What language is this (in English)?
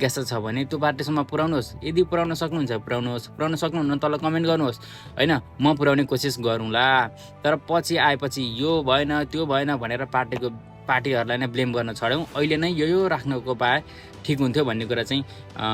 Nepali